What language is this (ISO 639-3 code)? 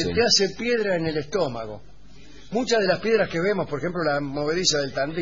spa